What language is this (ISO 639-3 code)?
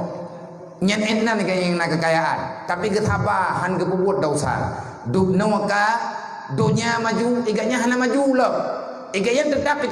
ace